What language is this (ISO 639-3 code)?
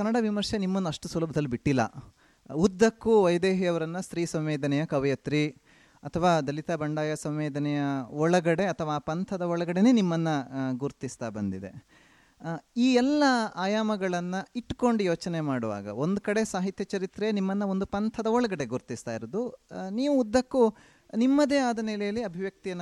kan